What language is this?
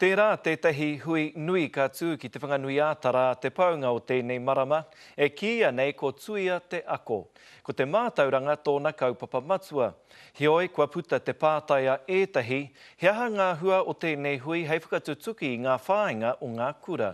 Māori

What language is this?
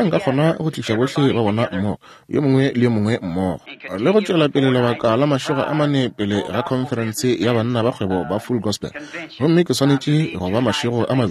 Northern Sotho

